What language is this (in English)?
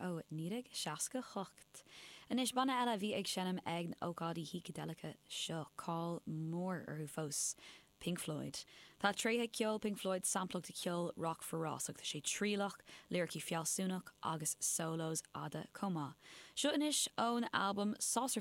Irish